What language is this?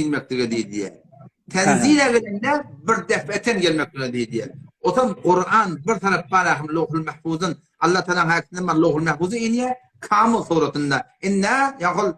Turkmen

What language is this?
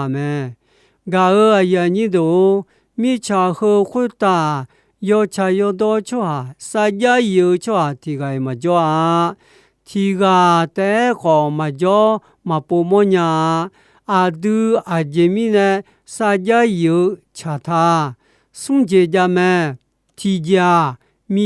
Akha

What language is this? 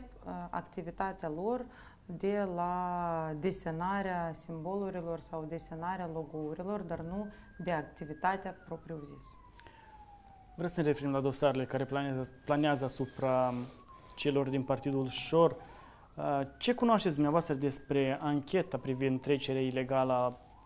Romanian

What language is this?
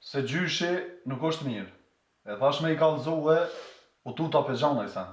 Albanian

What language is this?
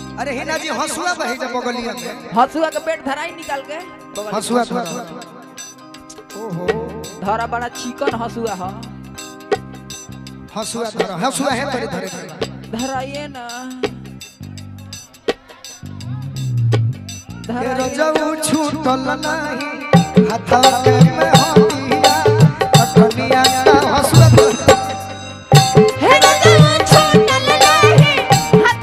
Bhojpuri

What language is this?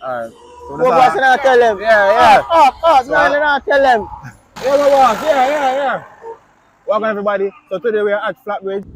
Jamaican Creole English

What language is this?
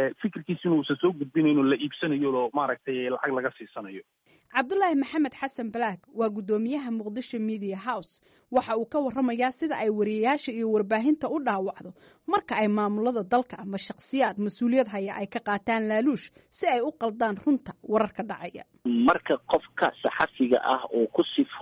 Somali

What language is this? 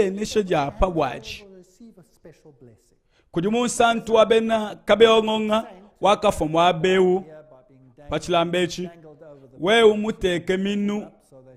Luba-Lulua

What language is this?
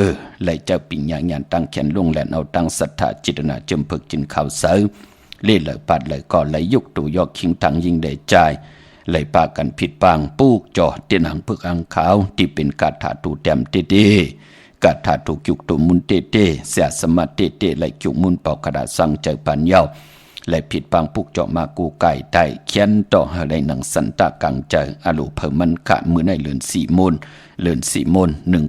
Shan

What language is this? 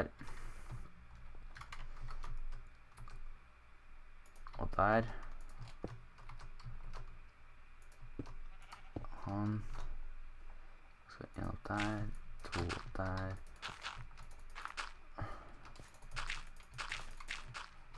Norwegian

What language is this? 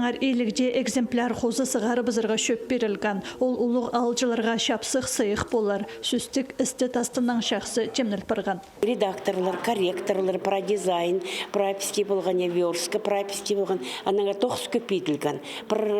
Khakas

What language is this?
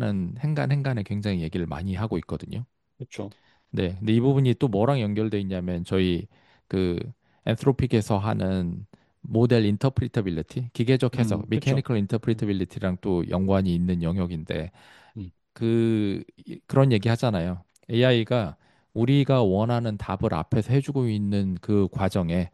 Korean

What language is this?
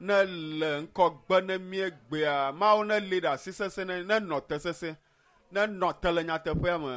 Ewe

